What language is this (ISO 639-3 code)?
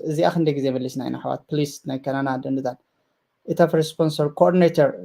tir